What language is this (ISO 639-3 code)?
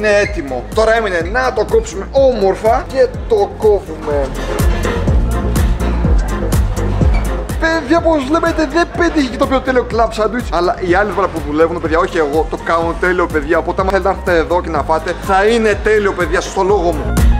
ell